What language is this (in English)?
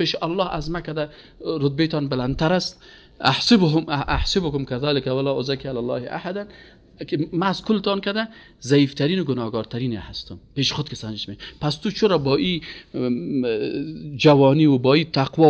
Persian